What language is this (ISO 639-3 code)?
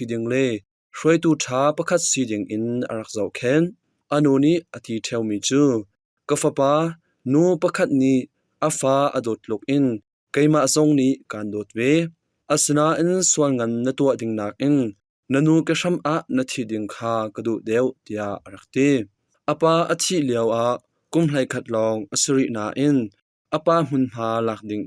cnh